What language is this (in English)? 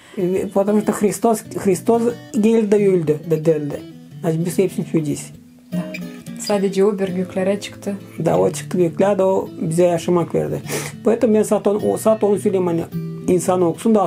Gagauz